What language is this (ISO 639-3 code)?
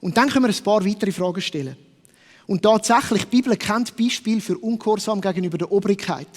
gsw